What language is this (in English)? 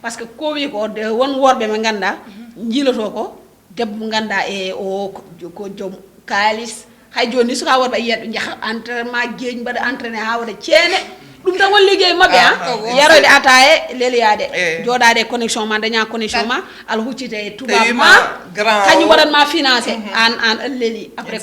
Fula